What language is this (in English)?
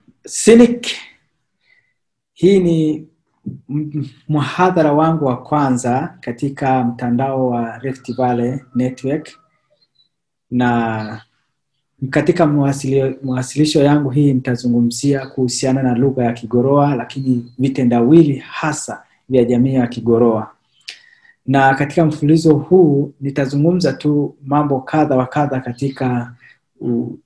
Swahili